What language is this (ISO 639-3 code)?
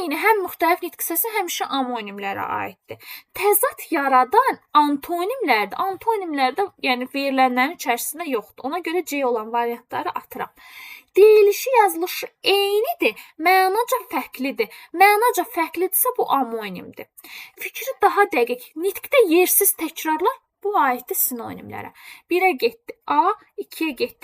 aze